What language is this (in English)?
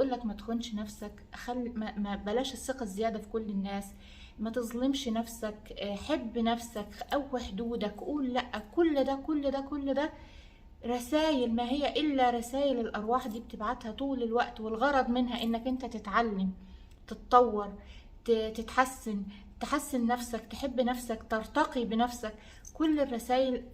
Egyptian Arabic